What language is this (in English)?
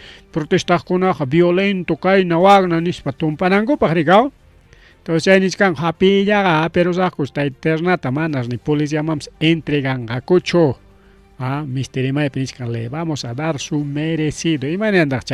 Ayacucho Quechua